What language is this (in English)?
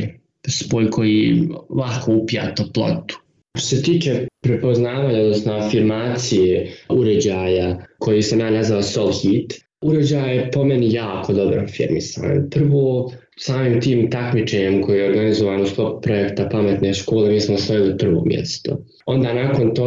Bosnian